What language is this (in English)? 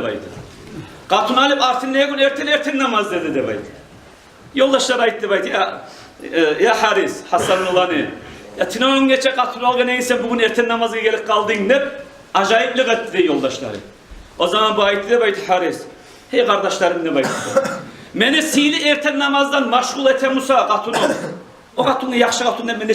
Kumyk